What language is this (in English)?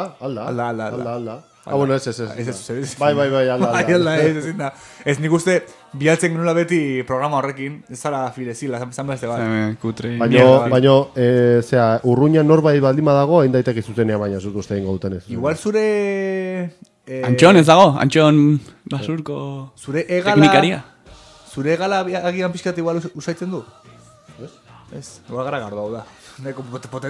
Basque